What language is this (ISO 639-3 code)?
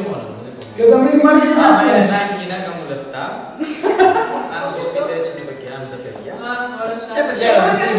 ell